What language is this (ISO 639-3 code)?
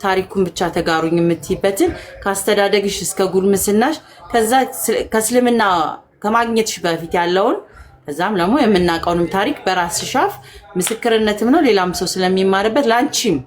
amh